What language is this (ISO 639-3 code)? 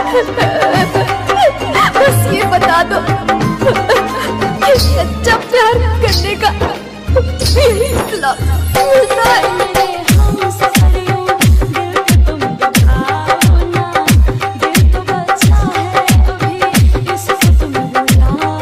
hin